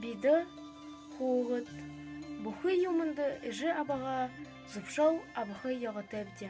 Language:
Buriat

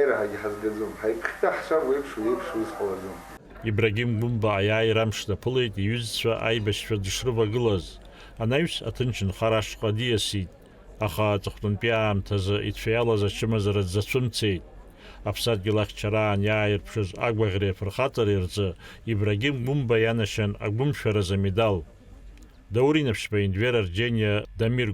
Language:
Abkhazian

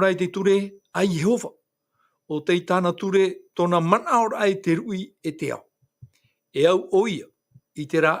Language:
Tahitian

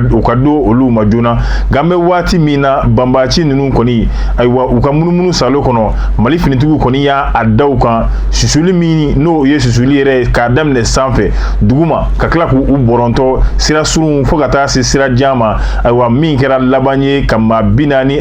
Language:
Bambara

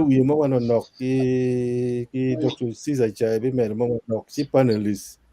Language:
Acoli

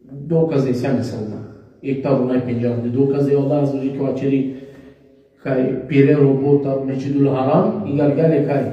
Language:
Balkan Romani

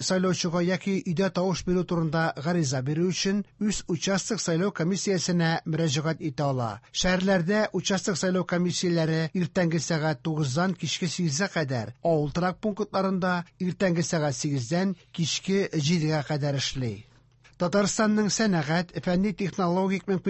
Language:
Tatar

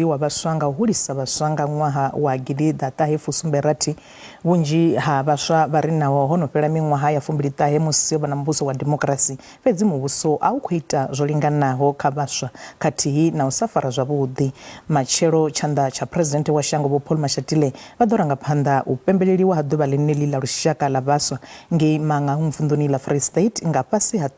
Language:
Venda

